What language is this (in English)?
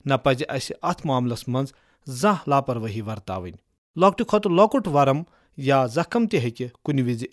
Kashmiri